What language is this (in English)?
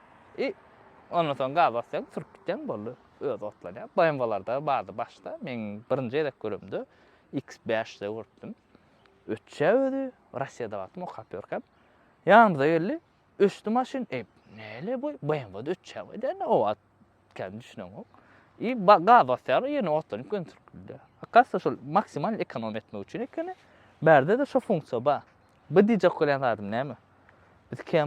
Turkmen